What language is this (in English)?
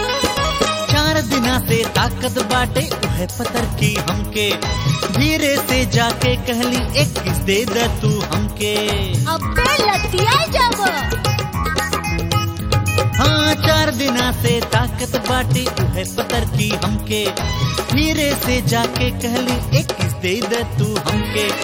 Bhojpuri